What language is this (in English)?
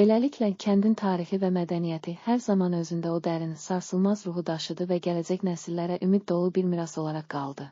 Azerbaijani